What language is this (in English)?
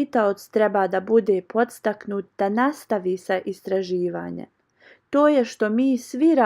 Bosnian